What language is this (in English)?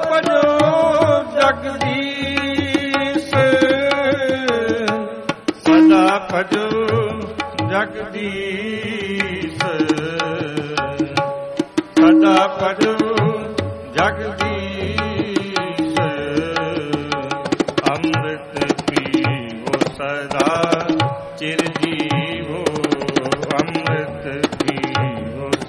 Punjabi